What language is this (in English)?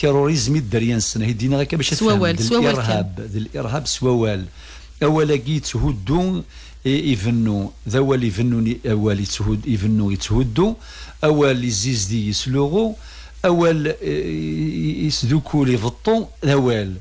Kabyle